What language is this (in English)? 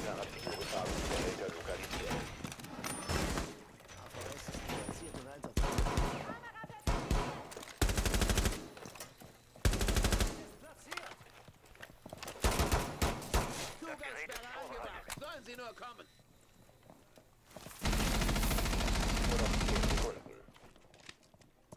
German